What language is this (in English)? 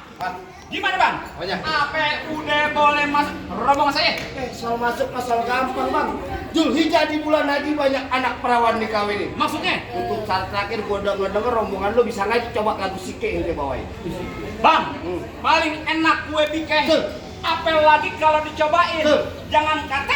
Betawi